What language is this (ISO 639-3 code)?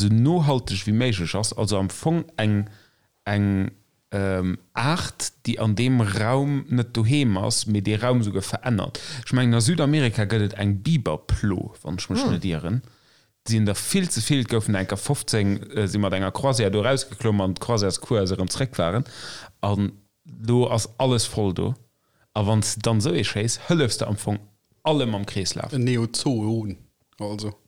ltz